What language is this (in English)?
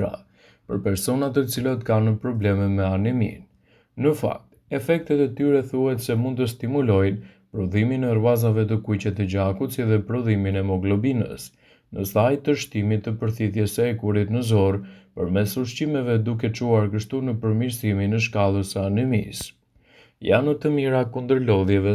Albanian